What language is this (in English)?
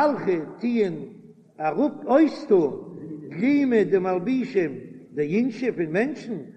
Yiddish